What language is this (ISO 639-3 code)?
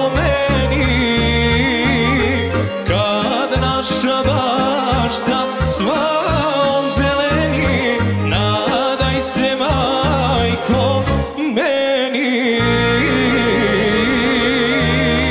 srp